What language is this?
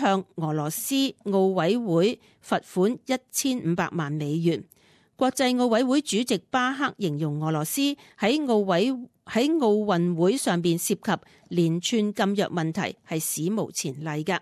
Cantonese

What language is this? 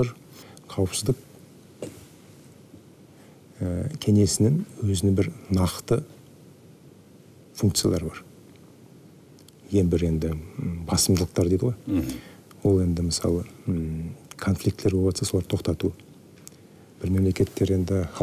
Kazakh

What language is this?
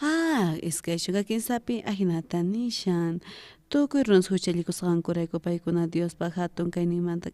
South Bolivian Quechua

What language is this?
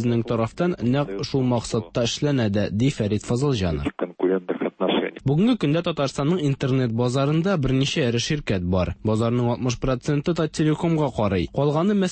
Tatar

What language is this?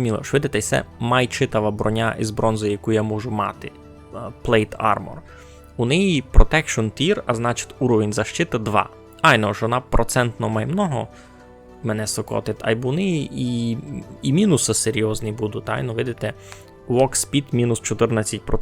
Rusyn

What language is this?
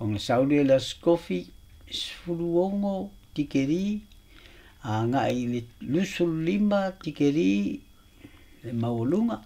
Samoan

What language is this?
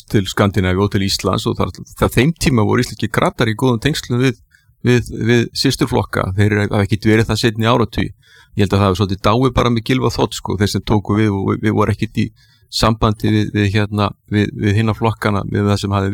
Icelandic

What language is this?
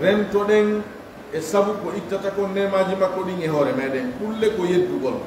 Pular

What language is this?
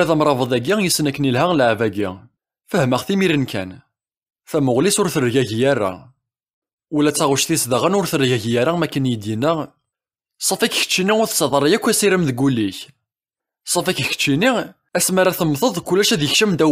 Kabyle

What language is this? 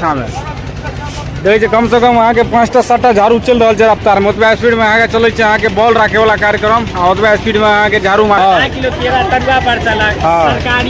Maithili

